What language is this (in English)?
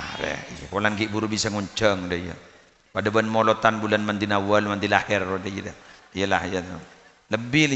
Madurese